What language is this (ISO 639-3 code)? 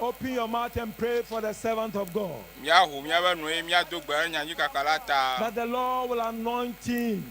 ewe